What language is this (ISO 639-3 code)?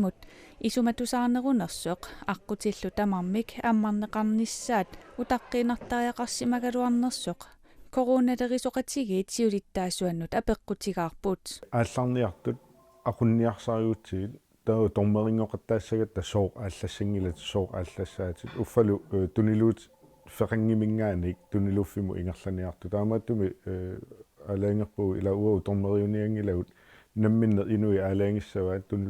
kal